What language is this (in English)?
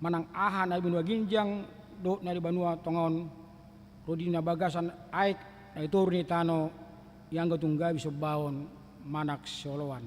Batak Toba